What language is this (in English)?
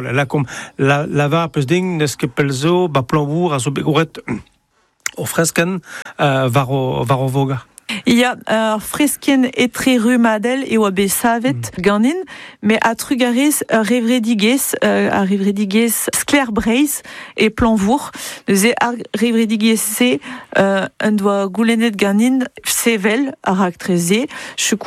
Breton